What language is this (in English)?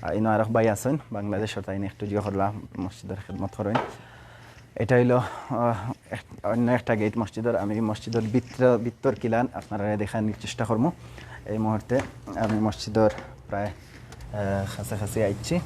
Sylheti